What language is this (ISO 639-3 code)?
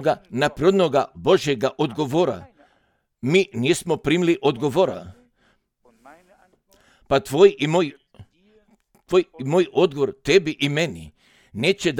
hrv